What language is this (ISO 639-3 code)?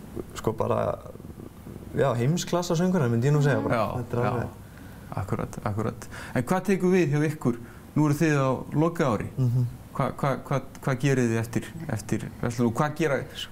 isl